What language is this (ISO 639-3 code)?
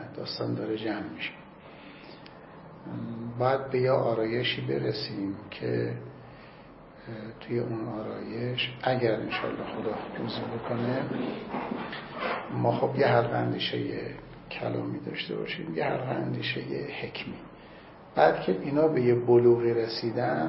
fas